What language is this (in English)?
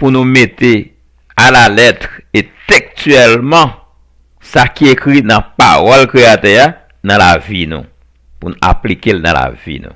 Haitian Creole